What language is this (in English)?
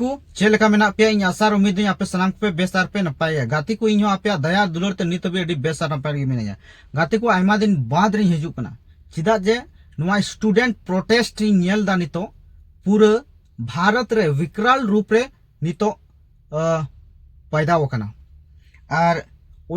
Santali